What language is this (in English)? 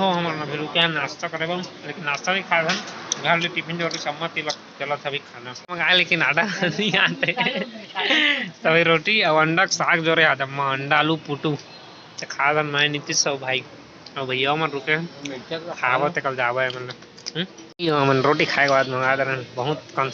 Chhattisgarhi